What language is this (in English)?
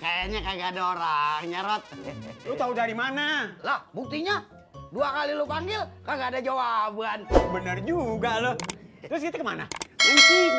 Betawi